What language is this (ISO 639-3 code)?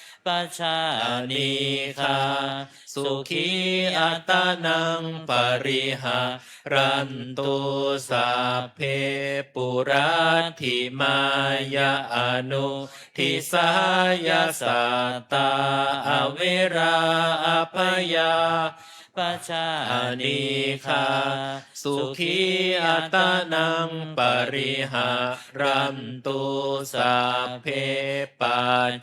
pli